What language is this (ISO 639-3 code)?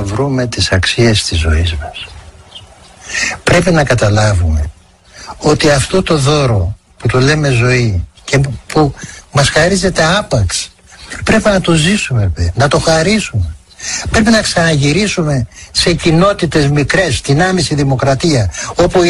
ell